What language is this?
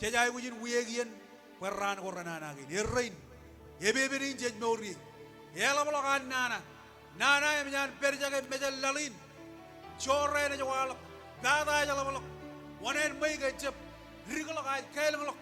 Marshallese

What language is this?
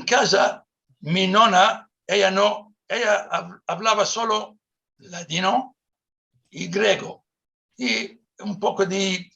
Ladino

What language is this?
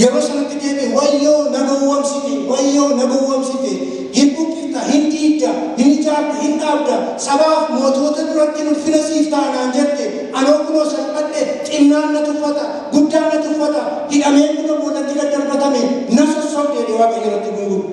Oromo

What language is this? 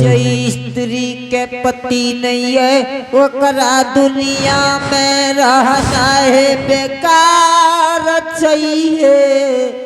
Angika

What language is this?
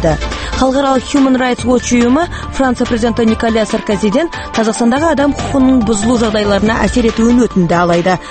Kazakh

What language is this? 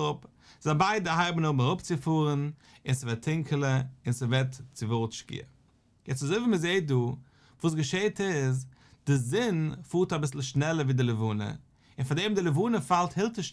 Yiddish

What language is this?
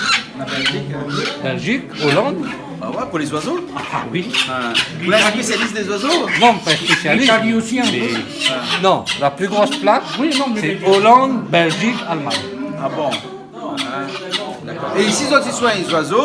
Réunion Creole French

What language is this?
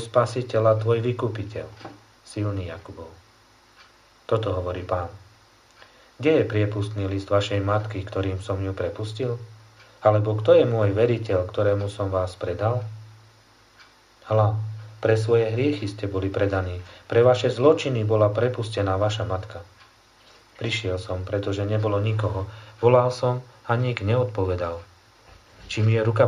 Slovak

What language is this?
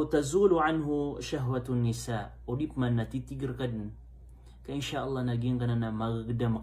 Maranao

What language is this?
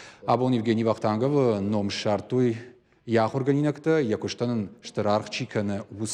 Ossetic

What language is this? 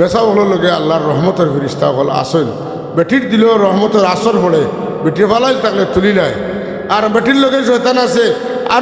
Sylheti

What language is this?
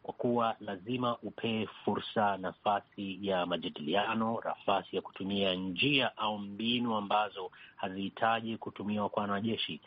Swahili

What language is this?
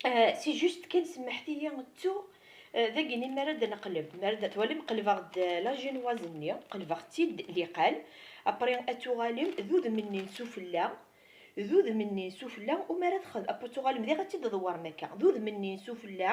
Kabyle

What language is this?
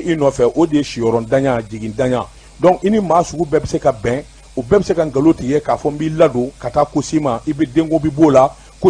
Bambara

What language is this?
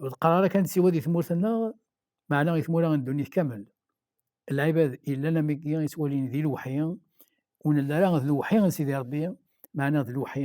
Kabyle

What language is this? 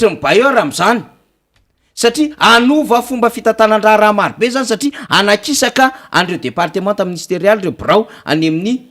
Malagasy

